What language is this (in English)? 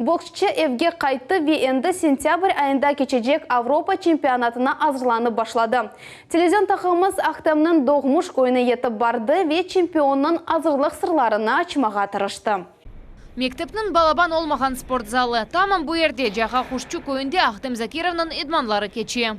Crimean Tatar